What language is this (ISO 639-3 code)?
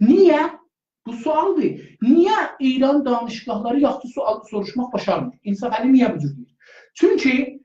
azb